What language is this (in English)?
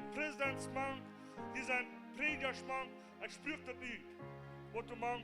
Plautdietsch